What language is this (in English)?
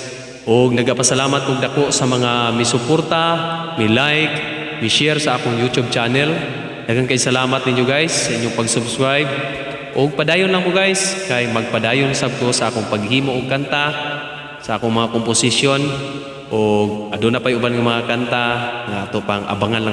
Cebuano